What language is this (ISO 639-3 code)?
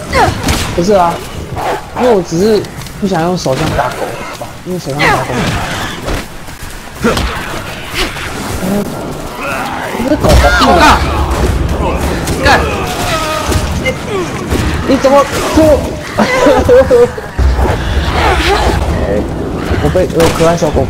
zho